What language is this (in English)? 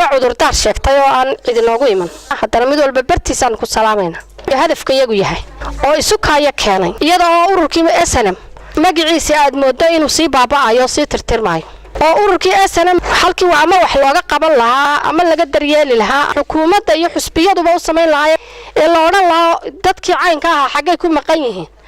Somali